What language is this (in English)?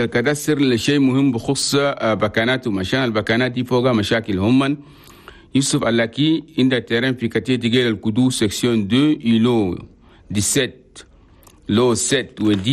Chadian Arabic